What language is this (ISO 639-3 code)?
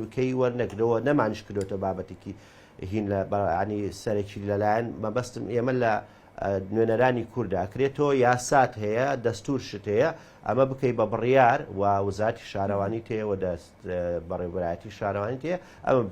ckb